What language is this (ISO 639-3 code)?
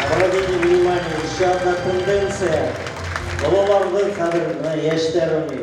bak